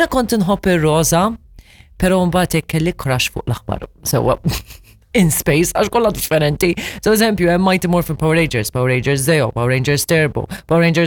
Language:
Maltese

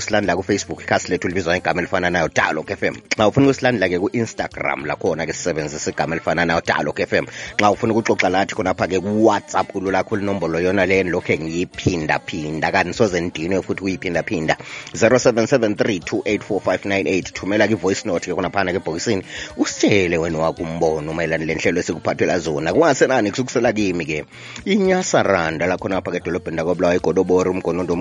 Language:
North Ndebele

